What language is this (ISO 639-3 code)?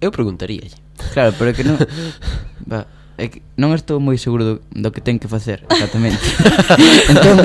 glg